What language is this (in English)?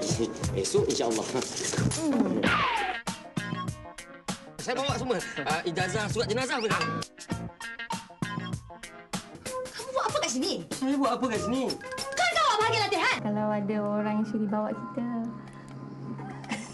Malay